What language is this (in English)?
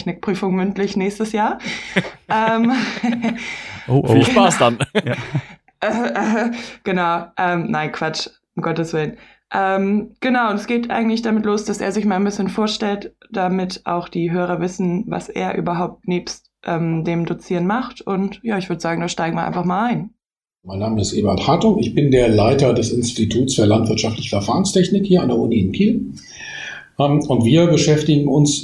German